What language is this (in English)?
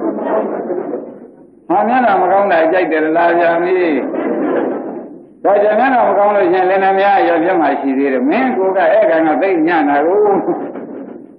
Burmese